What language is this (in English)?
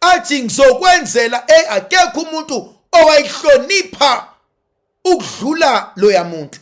Zulu